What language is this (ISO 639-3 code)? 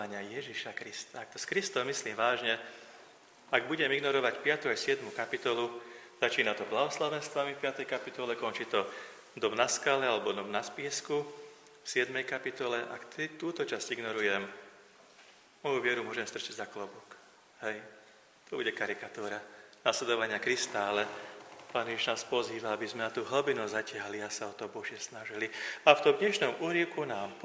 slk